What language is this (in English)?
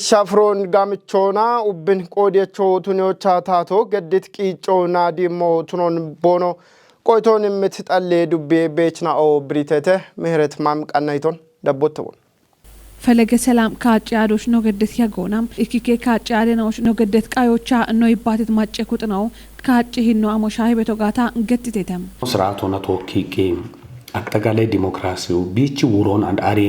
Kafa